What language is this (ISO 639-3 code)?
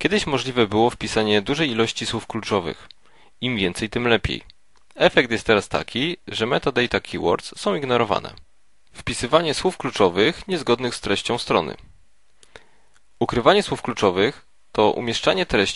pol